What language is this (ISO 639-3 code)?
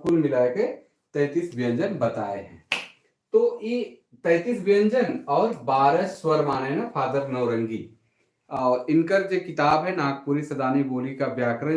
sck